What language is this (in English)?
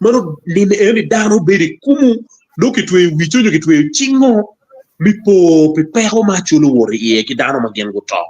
Acoli